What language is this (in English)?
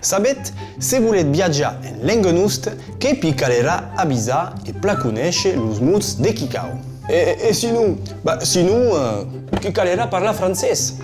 Occitan